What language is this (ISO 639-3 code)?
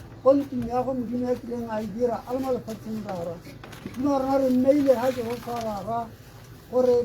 tsn